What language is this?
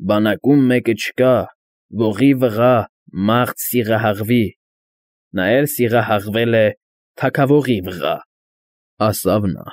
Armenian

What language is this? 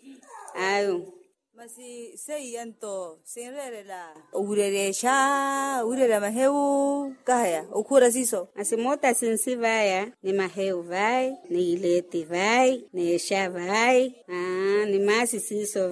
Makhuwa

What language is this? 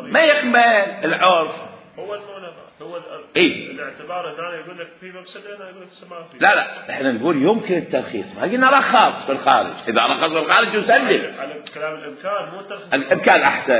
Mesopotamian Arabic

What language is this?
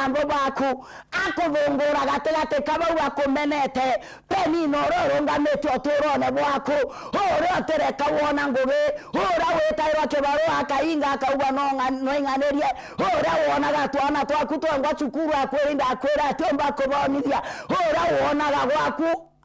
Meru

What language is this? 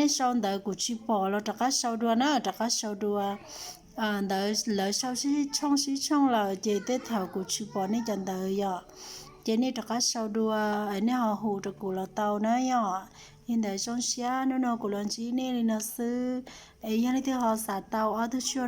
Hmong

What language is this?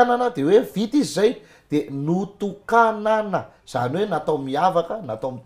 Malagasy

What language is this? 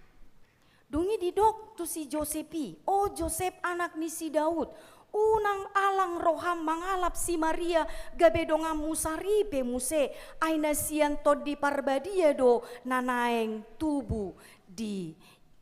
Batak Toba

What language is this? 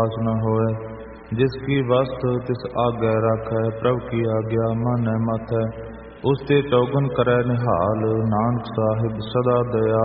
Punjabi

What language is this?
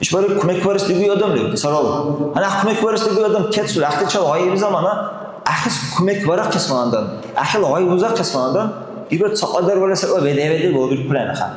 Dargwa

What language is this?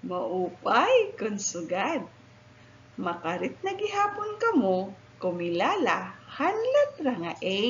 Waray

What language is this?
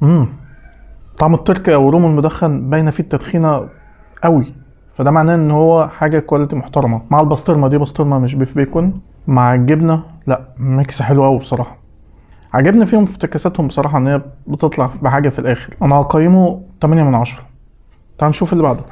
Egyptian Arabic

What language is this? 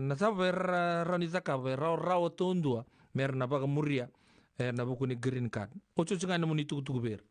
Fijian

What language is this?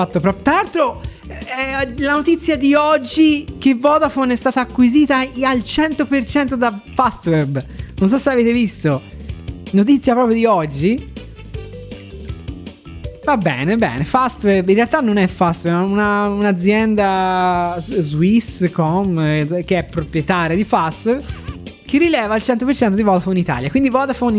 Italian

